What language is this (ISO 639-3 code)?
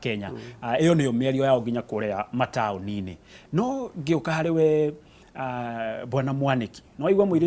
kik